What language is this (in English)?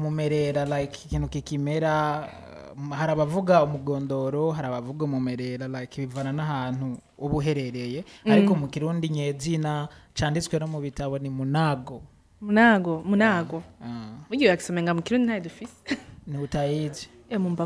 Rundi